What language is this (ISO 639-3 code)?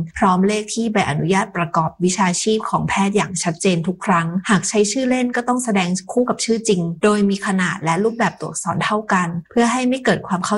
tha